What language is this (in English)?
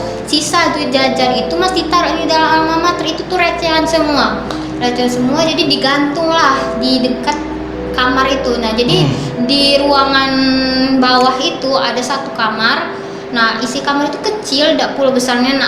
Musi